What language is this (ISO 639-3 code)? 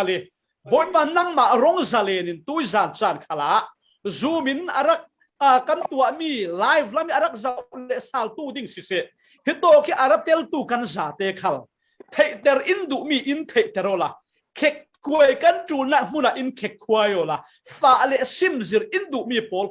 cfm